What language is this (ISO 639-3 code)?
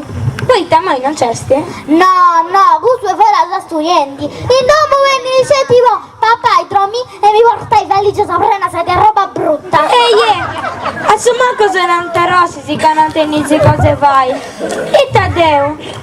srd